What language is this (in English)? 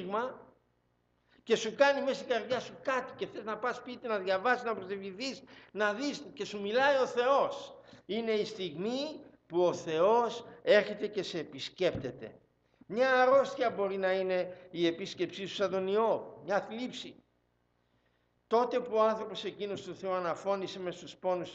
Greek